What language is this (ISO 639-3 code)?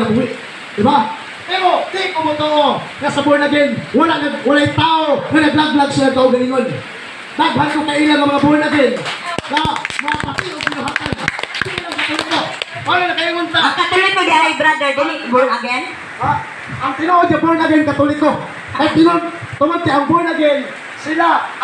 ceb